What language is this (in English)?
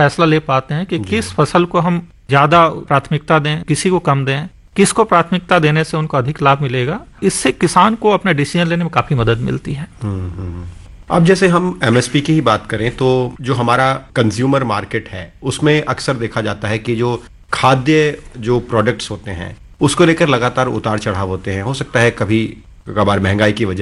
Hindi